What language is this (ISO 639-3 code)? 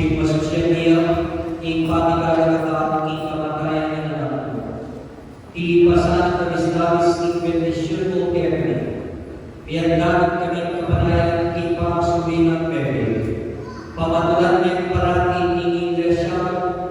pam